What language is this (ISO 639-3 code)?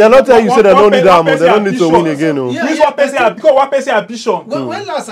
pcm